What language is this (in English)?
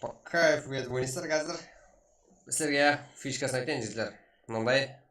Kara-Kalpak